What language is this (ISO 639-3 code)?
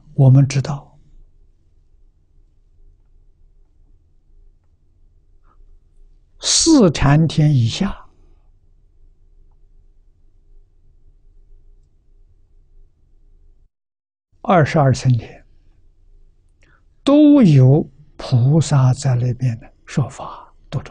zho